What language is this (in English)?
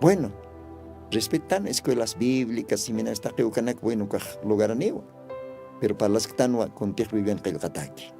Aymara